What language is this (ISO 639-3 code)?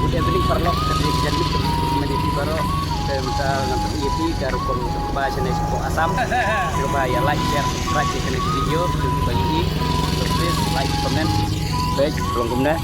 kha